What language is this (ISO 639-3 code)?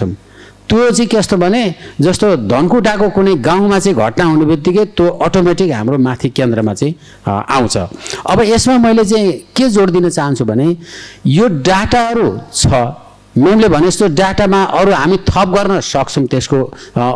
nep